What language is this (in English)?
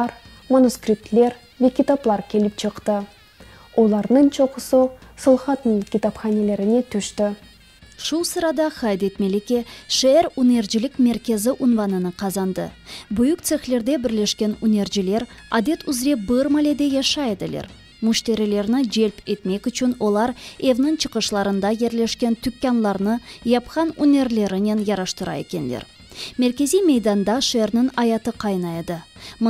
Crimean Tatar